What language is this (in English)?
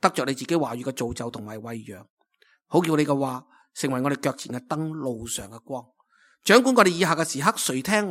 Cantonese